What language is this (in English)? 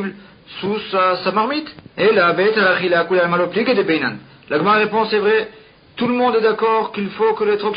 French